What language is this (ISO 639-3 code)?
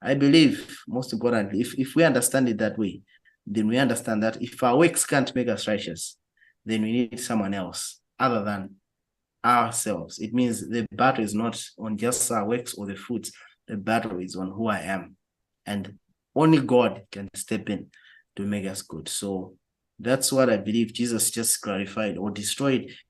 eng